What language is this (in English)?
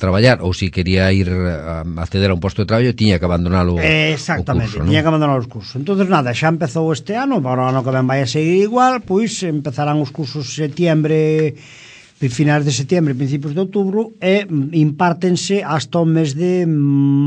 Galician